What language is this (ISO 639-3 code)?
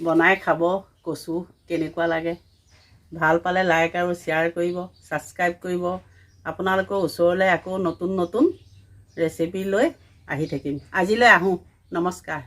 asm